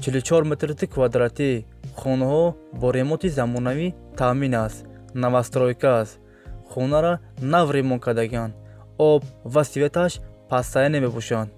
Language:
Tajik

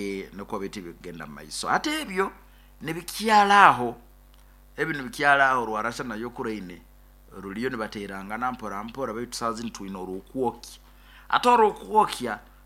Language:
Nyoro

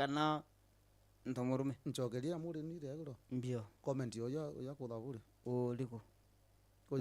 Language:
Meru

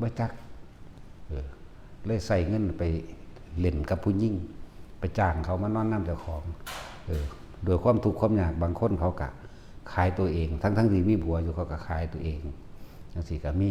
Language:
Lao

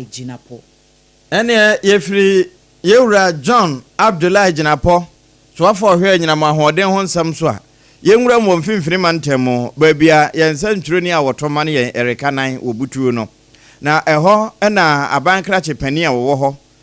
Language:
Akan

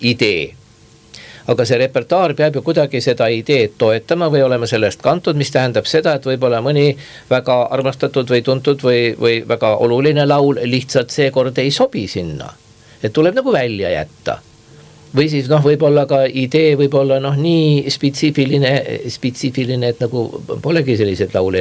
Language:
Estonian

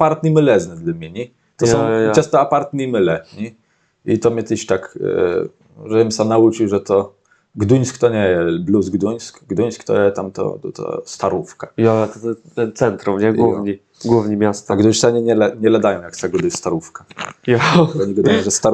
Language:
Kashubian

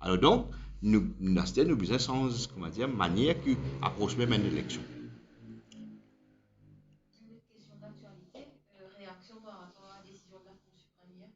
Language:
Morisyen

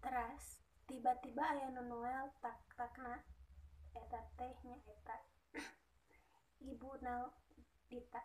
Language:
Sundanese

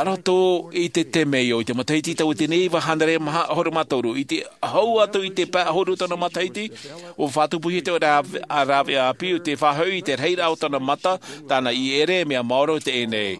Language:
Tahitian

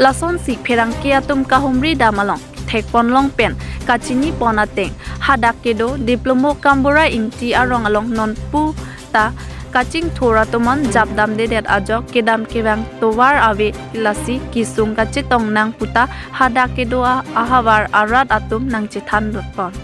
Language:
Karbi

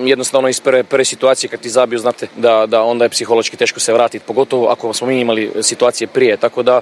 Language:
Croatian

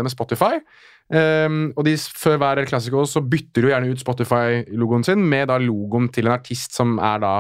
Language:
Norwegian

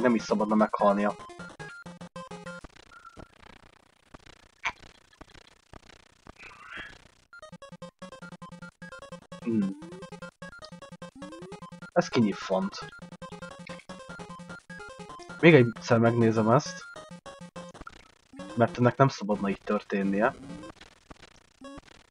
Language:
Hungarian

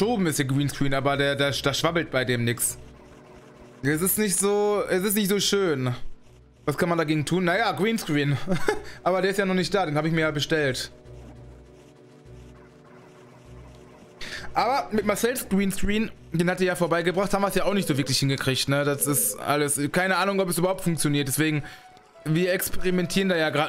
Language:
German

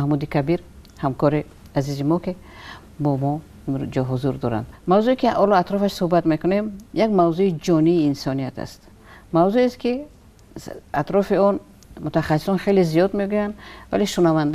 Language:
Tajik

